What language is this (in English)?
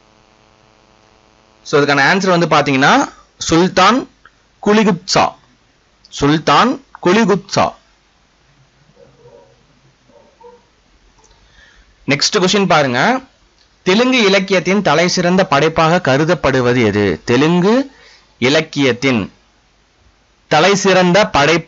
Tamil